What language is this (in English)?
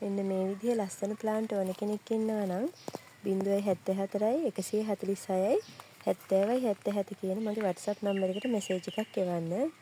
Sinhala